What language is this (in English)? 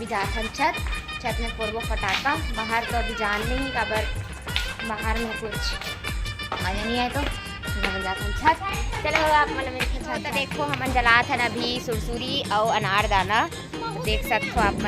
Chhattisgarhi